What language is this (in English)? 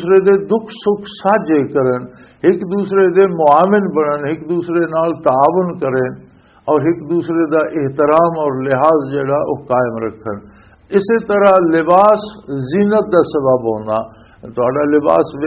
Western Panjabi